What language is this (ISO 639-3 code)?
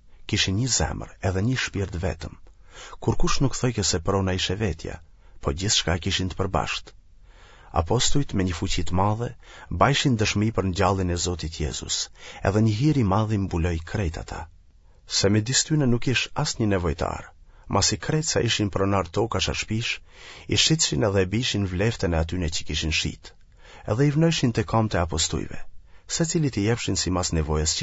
sqi